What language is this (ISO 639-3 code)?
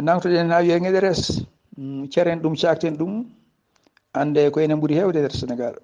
ful